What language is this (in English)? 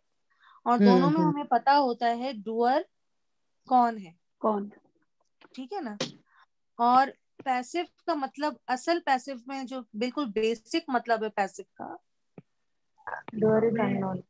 Urdu